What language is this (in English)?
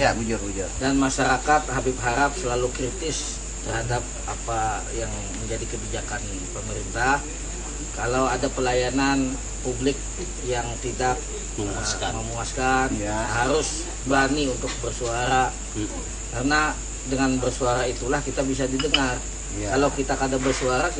Banjar